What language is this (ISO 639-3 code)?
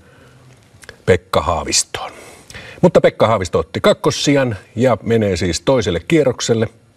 fin